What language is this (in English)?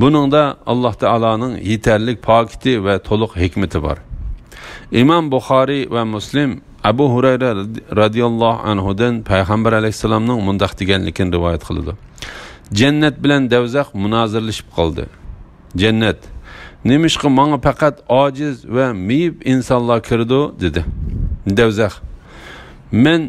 Uyghur